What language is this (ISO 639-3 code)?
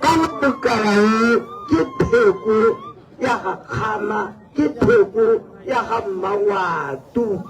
tsn